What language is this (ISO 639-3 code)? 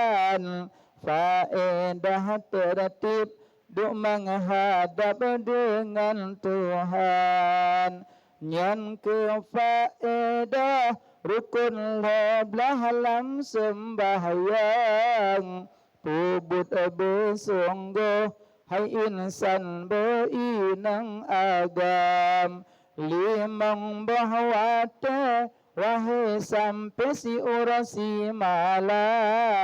ace